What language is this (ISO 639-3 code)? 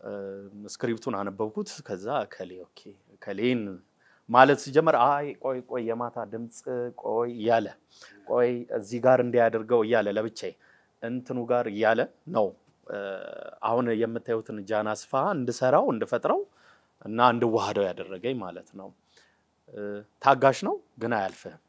amh